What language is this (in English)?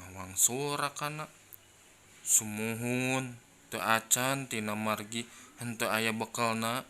Sundanese